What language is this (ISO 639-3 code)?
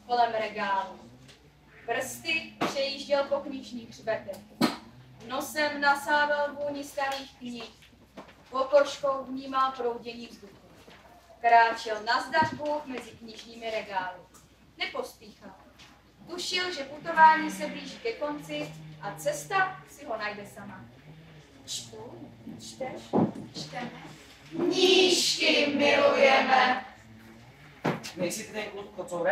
ces